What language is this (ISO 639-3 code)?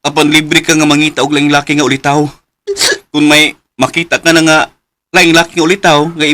ceb